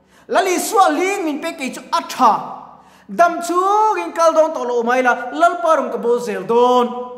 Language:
Mizo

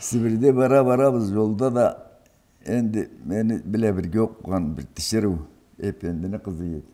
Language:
Karachay-Balkar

